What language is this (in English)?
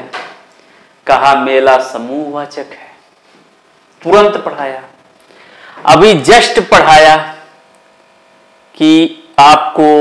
Hindi